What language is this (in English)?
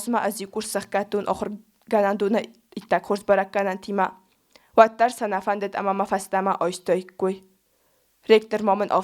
Ossetic